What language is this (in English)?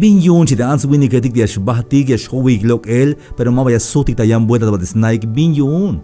Tzeltal